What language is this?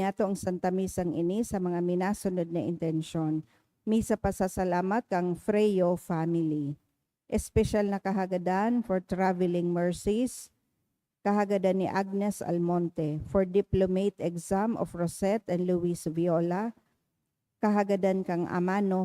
Bikol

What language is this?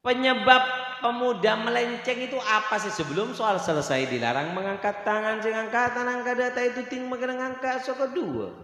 Madurese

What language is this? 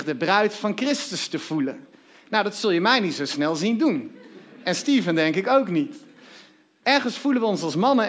Dutch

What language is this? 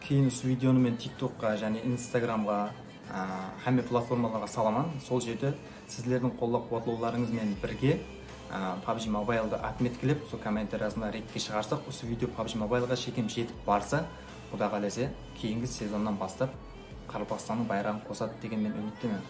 Kara-Kalpak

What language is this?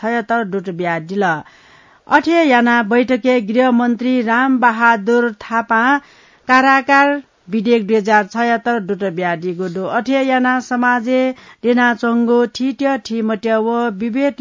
Newari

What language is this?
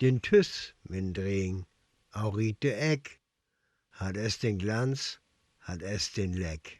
Northern Frisian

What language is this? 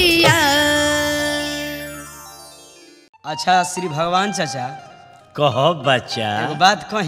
Bhojpuri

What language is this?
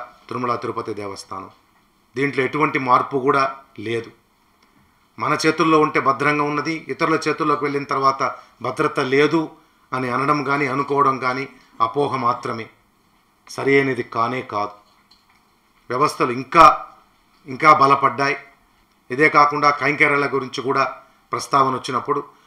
Telugu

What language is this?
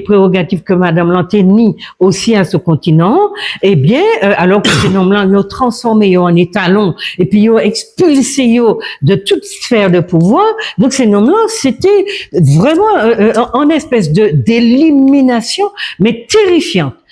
Guadeloupean Creole French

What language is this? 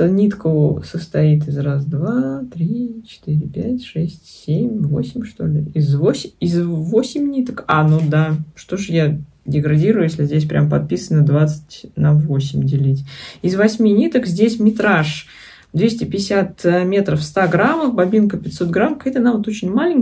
Russian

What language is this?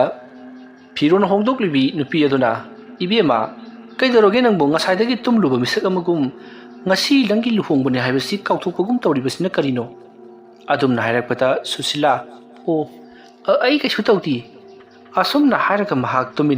Manipuri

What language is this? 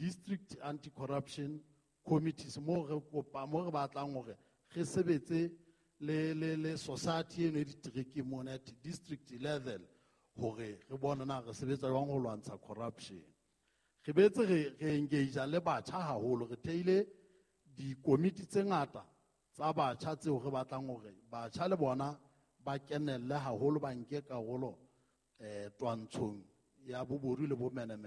Southern Sotho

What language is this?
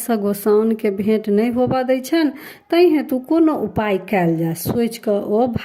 Maithili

